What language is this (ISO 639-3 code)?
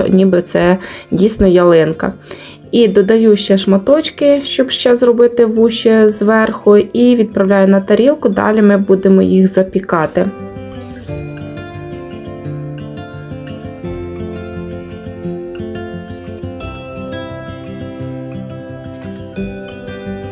ukr